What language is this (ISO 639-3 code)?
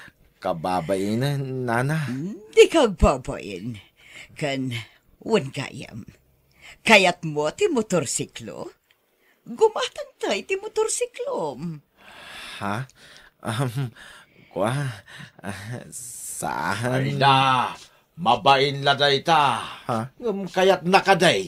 ilo